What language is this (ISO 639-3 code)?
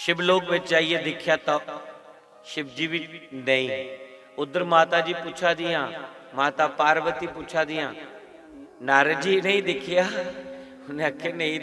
doi